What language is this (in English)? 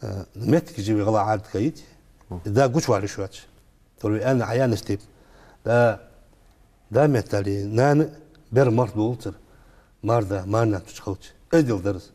Ingush